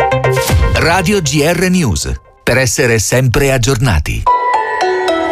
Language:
Italian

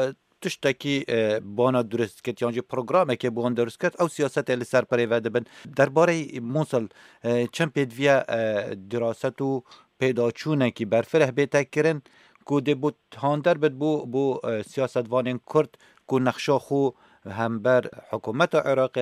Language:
Kurdish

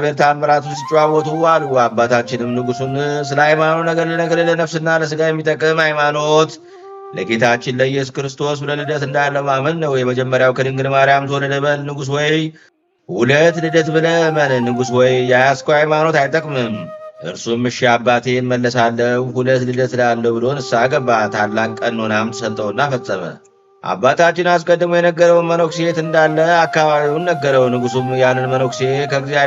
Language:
Amharic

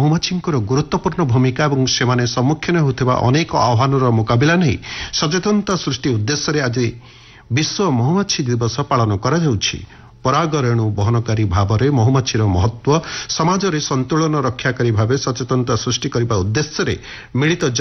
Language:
Odia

